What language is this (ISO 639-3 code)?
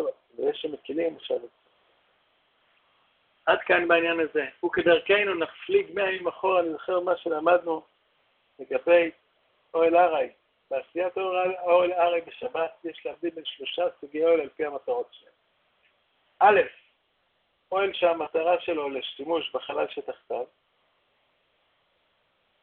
heb